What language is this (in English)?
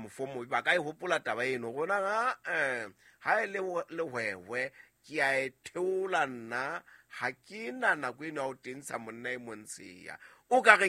Southern Sotho